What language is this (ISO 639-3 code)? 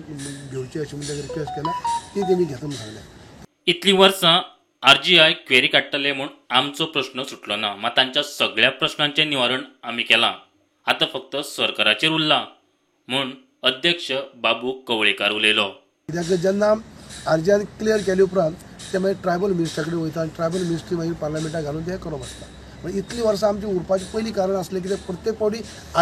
kok